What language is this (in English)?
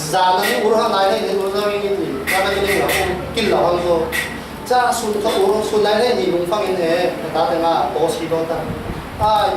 Falam Chin